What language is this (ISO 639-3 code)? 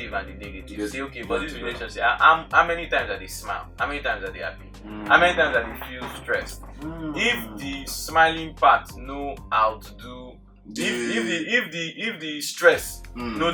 pcm